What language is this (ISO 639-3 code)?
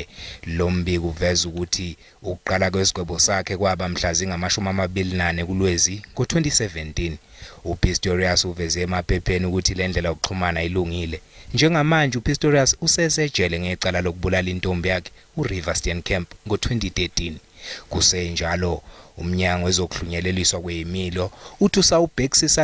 zul